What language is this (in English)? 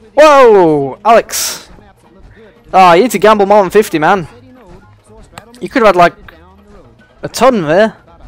English